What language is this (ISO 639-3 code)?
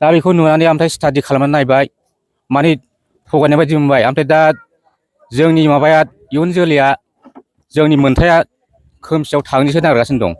brx